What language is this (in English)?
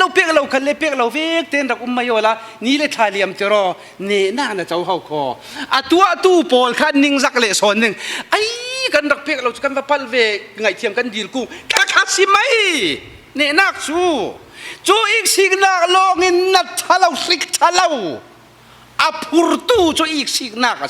Falam Chin